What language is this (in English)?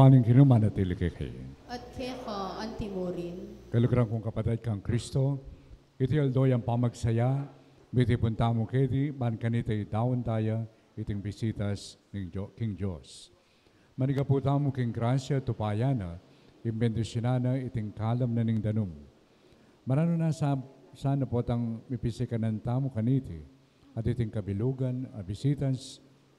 Pampanga